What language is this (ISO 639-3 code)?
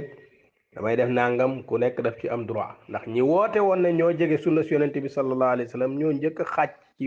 wol